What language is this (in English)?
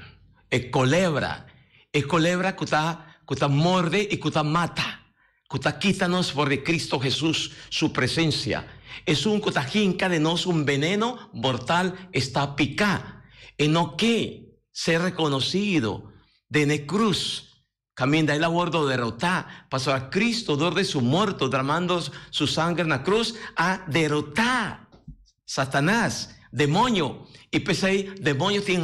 Papiamento